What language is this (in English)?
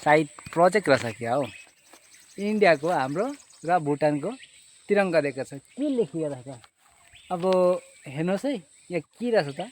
Nepali